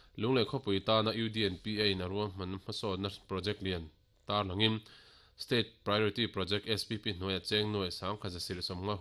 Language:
Mizo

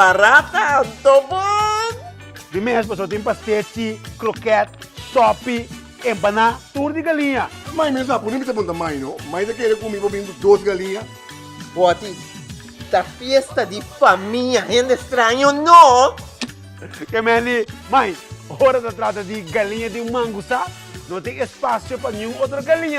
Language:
Papiamento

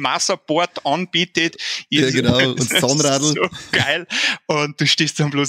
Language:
Bavarian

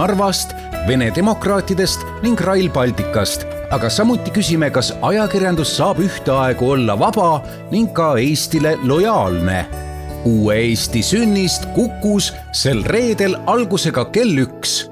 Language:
Estonian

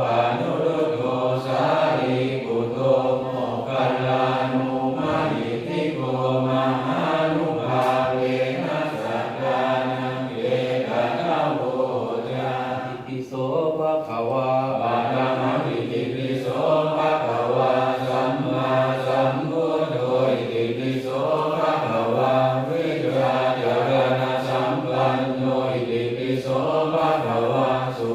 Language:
Pali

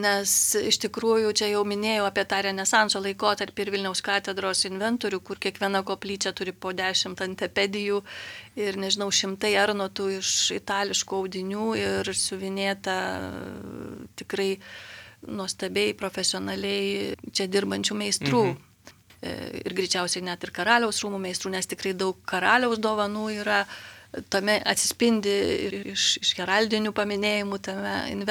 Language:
Lithuanian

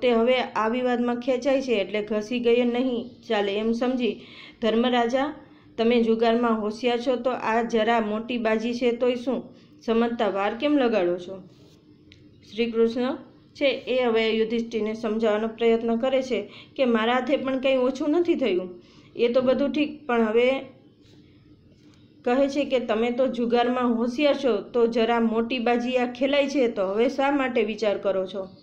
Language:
Gujarati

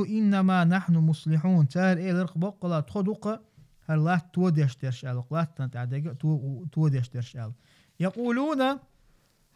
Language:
Chechen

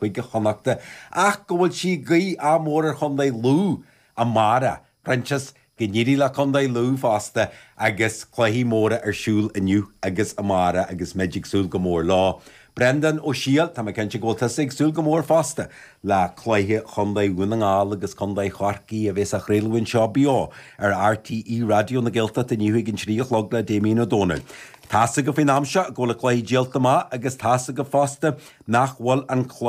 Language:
Irish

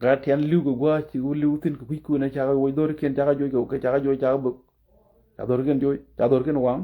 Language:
Nuer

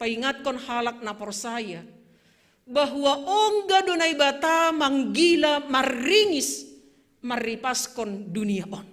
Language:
Batak Simalungun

